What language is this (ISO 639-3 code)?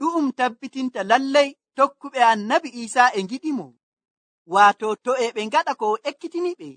fuv